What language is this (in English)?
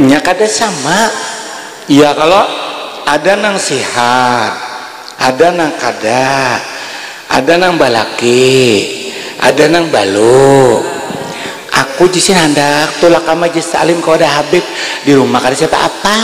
Banjar